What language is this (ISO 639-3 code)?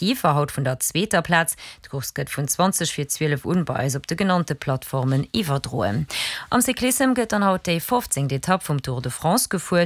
ltz